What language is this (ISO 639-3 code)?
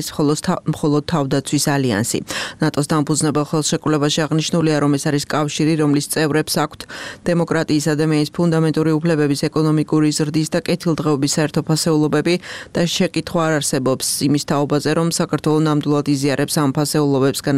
kat